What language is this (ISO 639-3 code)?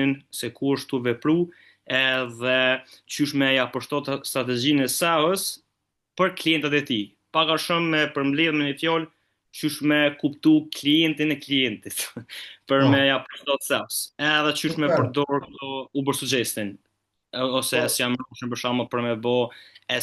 sqi